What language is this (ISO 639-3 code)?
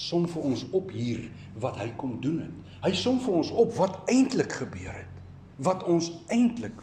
afr